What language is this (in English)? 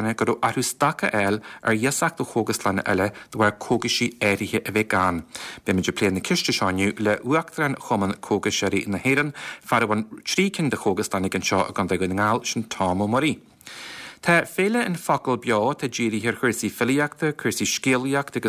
Irish